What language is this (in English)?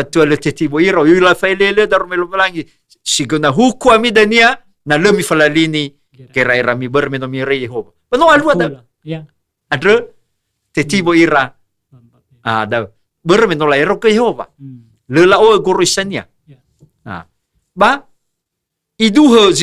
Nias